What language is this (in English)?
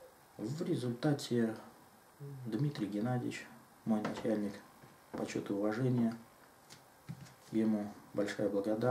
Russian